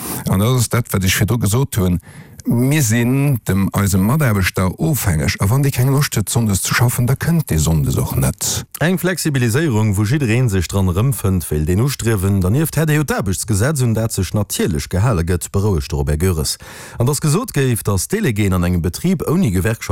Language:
Luxembourgish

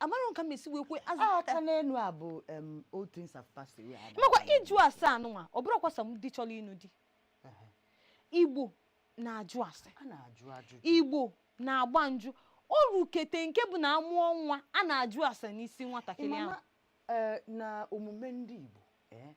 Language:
Igbo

